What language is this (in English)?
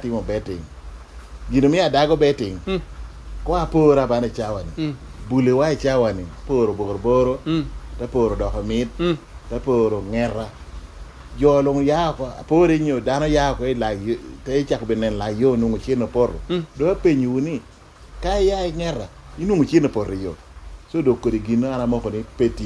Lango (Uganda)